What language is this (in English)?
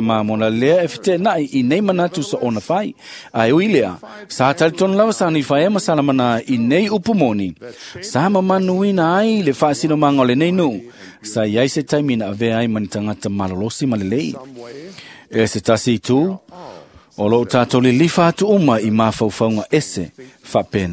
Samoan